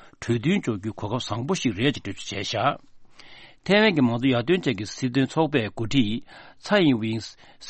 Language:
Tibetan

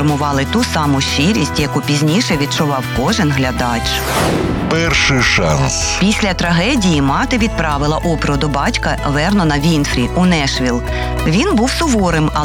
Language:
Ukrainian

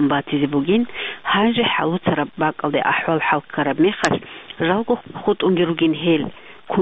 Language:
Avaric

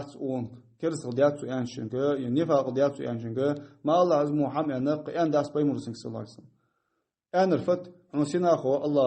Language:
Ingush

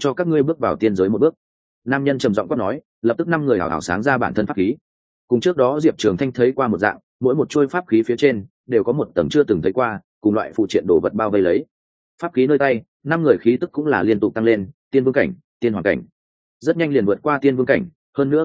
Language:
Vietnamese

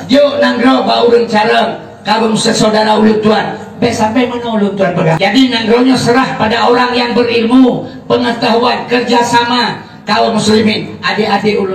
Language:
Achinese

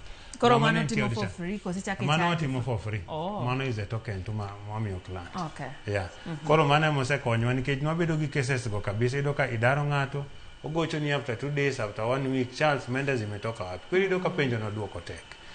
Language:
Luo (Kenya and Tanzania)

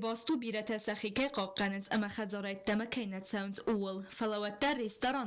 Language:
Ossetic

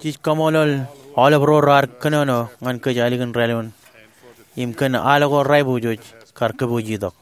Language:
Marshallese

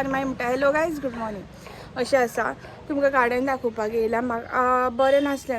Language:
Konkani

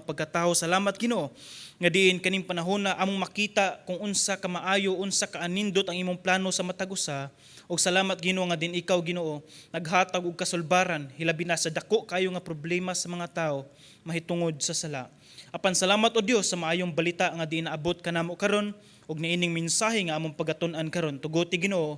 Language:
Cebuano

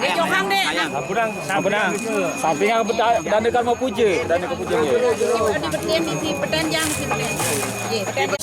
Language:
Balinese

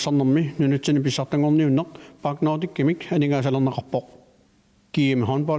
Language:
Kalaallisut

